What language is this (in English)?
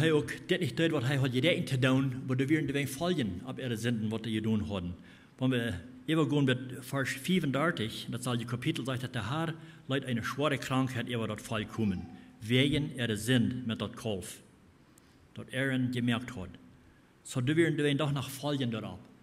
Plautdietsch